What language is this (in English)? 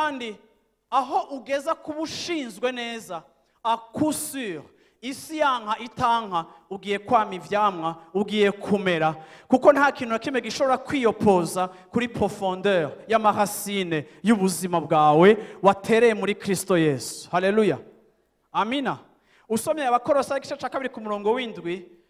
Rundi